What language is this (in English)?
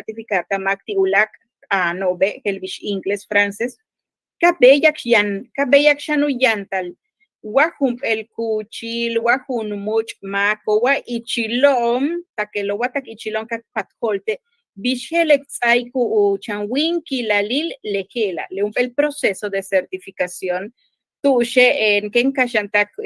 Yucateco